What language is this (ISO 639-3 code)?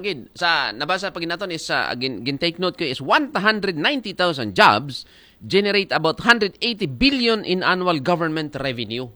akl